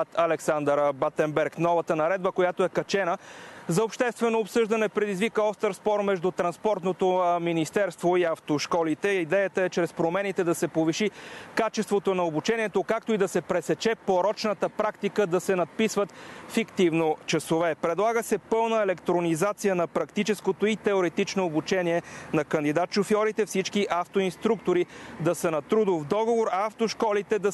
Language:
Bulgarian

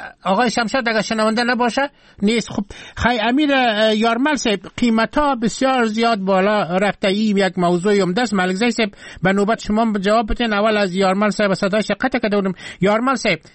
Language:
Persian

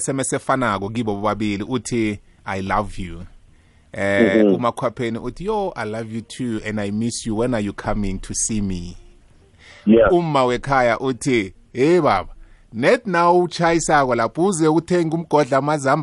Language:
South Ndebele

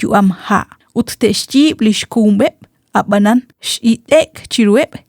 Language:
Kekchí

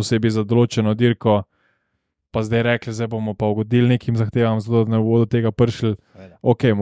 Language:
Slovenian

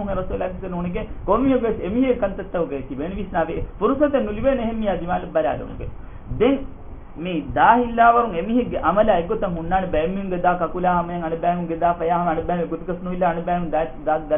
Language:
Divehi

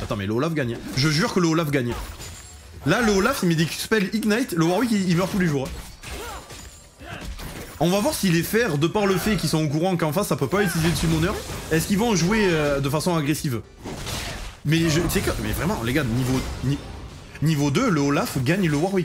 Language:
French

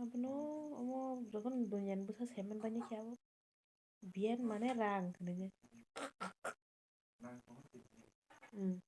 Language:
Kok Borok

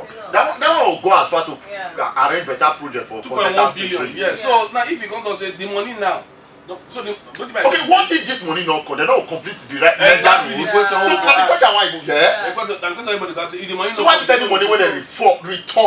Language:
Nigerian Pidgin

